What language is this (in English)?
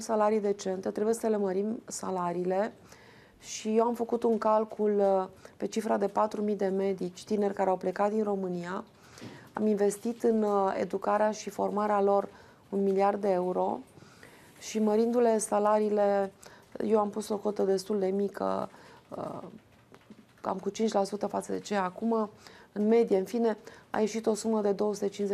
Romanian